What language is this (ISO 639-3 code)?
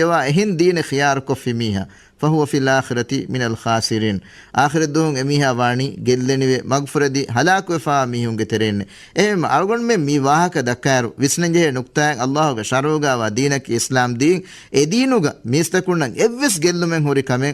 div